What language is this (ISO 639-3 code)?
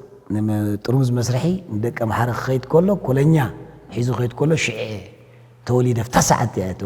tir